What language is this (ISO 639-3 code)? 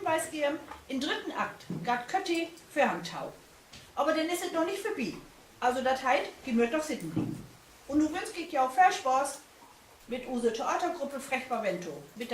nds